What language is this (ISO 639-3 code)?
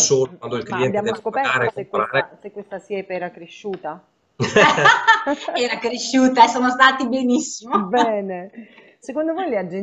ita